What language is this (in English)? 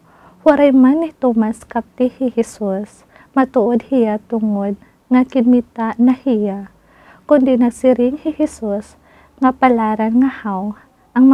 Waray